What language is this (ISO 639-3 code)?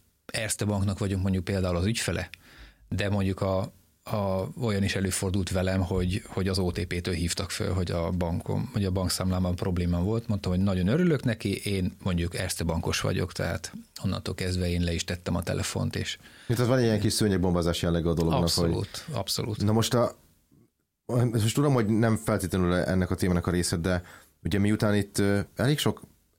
hun